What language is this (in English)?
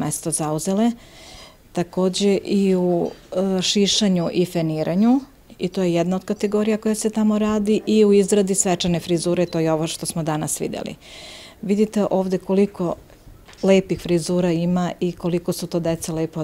Serbian